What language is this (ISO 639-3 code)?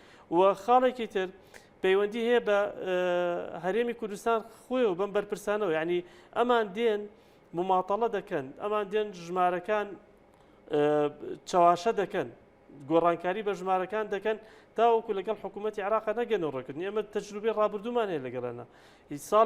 ckb